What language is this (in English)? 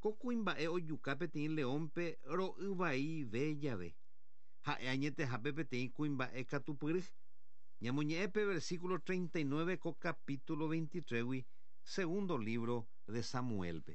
Guarani